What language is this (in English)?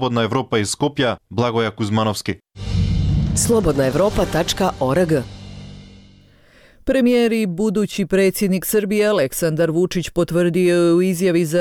Bosnian